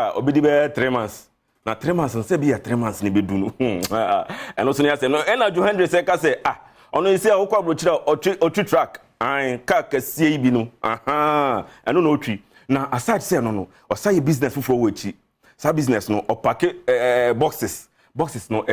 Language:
Akan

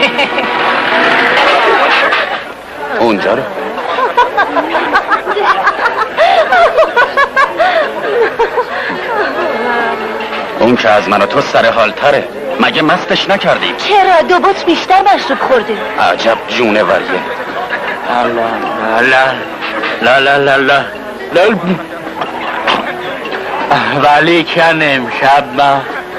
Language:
Persian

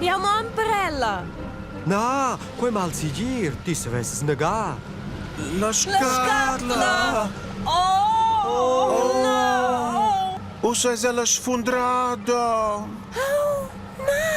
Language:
Romansh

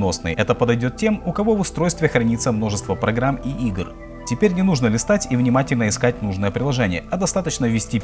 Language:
Russian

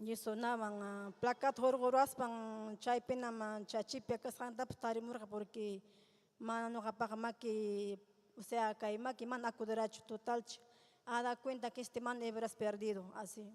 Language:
Ayacucho Quechua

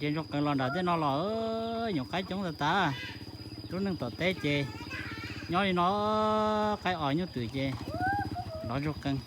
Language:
Hmong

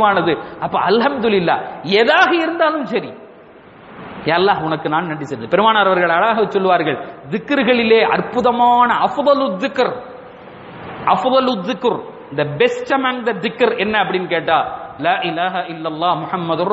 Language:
Tamil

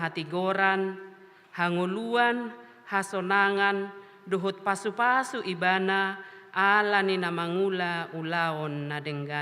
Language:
Batak Toba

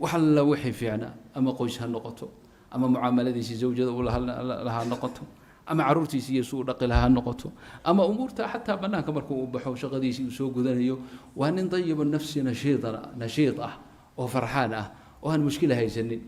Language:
Somali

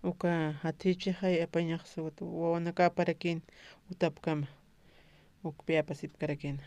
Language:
Aymara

